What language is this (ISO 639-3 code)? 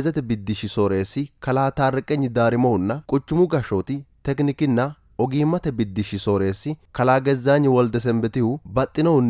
sid